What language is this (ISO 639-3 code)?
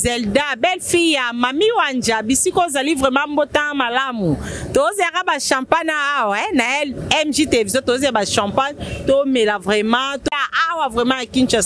lin